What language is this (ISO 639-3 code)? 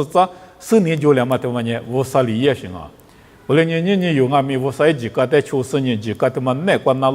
lis